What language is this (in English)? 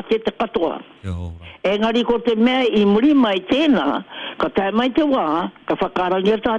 Māori